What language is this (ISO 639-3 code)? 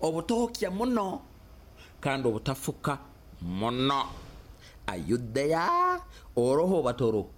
nyo